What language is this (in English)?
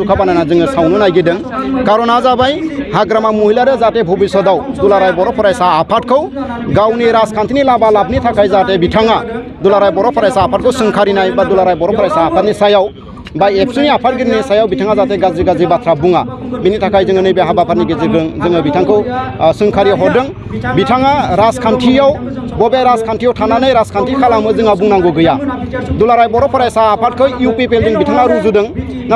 Bodo